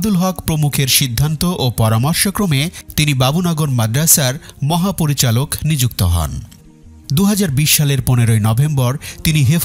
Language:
Bangla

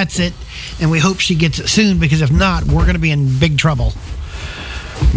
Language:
English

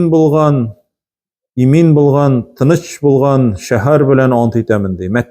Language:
Tatar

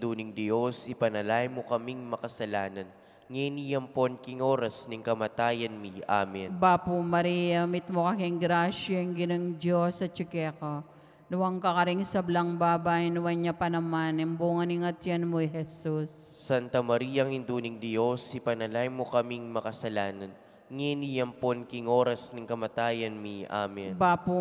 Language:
Pampanga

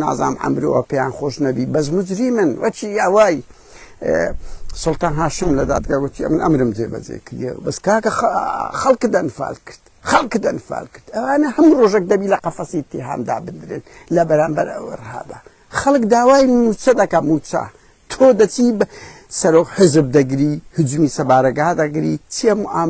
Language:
Central Kurdish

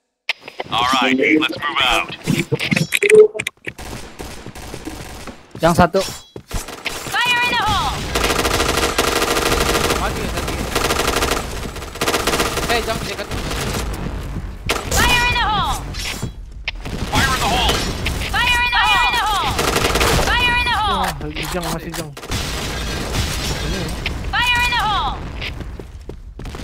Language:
Indonesian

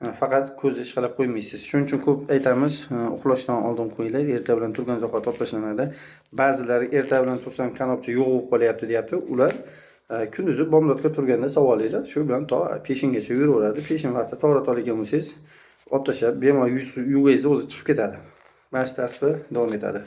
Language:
Uzbek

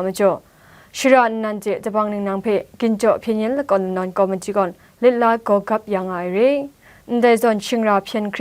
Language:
Kachin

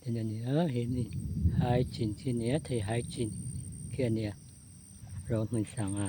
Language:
Mizo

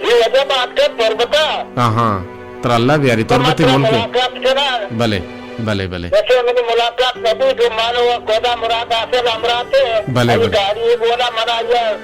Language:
Baluchi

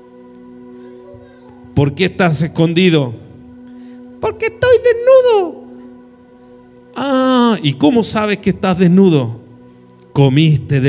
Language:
Spanish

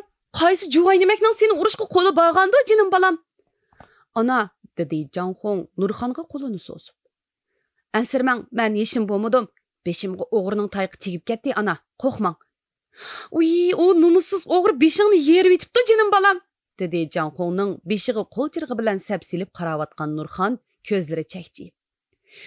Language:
Uyghur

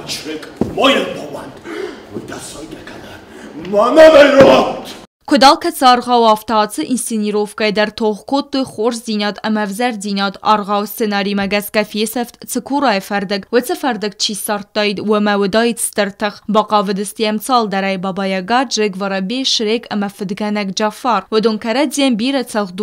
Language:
Ossetic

